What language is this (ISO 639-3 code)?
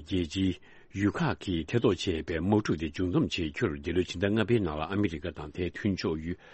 bod